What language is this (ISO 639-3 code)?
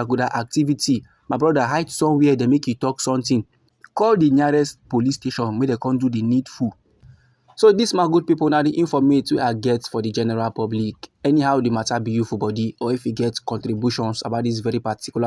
pcm